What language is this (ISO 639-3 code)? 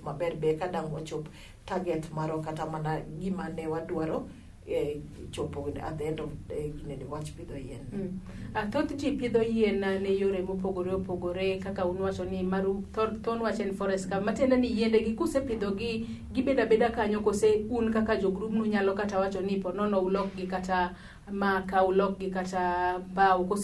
luo